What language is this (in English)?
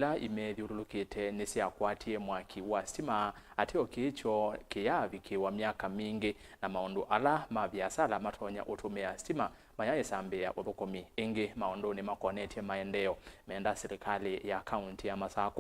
Kamba